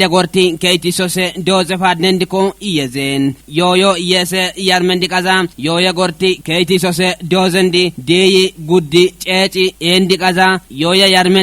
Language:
Kafa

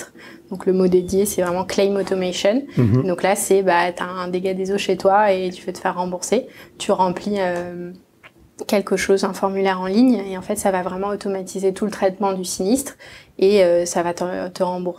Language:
French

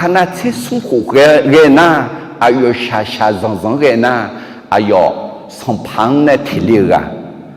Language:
Akha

